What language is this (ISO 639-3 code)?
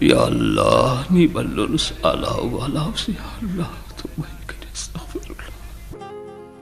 brh